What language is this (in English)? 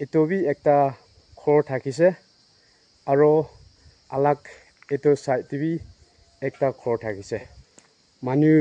Naga Pidgin